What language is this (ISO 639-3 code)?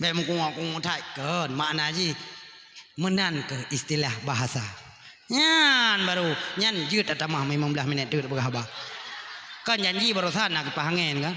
ace